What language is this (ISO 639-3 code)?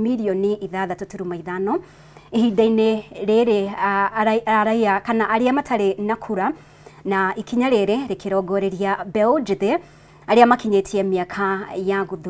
kik